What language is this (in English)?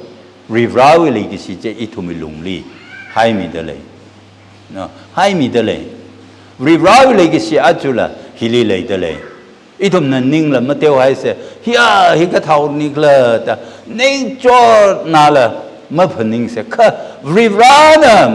Tangkhul Naga (India)